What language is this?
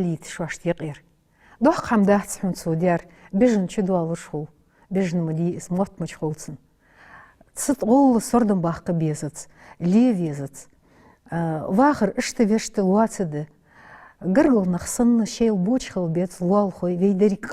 Ingush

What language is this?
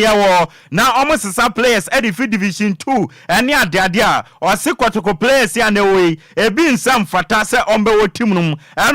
Akan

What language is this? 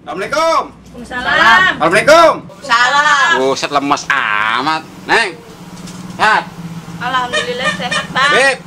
Betawi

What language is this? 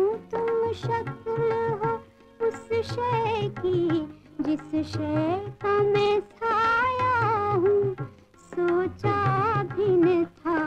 Hindi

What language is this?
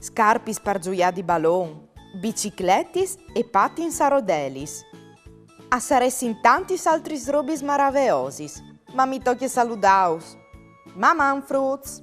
Friulian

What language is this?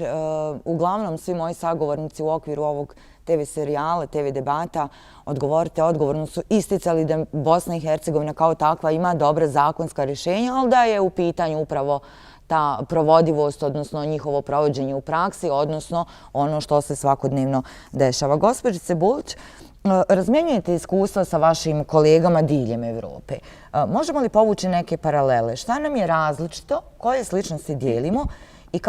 Bosnian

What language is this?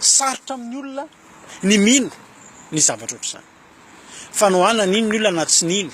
Malagasy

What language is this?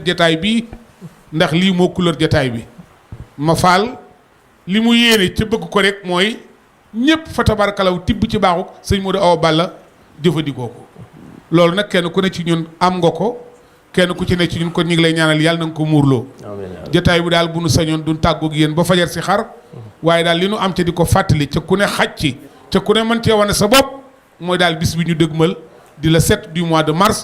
Wolof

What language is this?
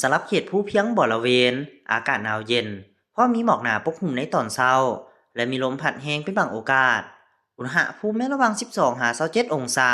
Lao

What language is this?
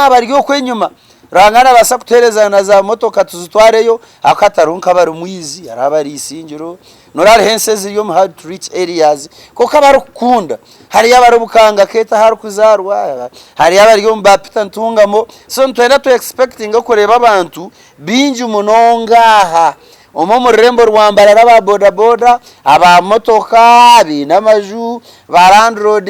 Nyankole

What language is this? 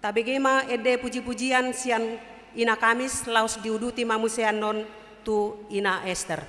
Batak Toba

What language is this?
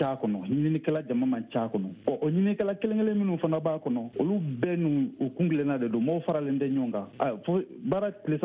Bambara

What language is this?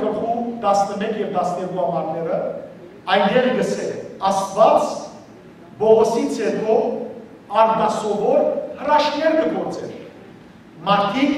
Western Armenian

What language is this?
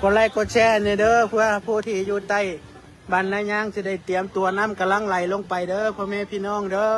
Northeastern Thai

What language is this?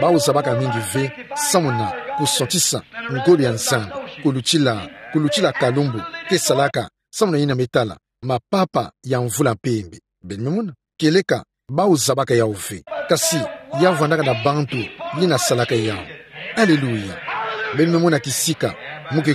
Kituba (Democratic Republic of Congo)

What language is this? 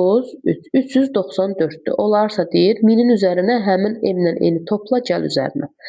Azerbaijani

